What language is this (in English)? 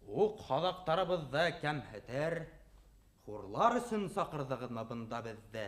Bashkir